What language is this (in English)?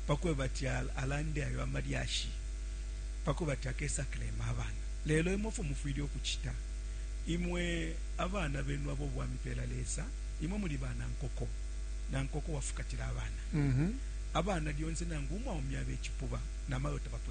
Bemba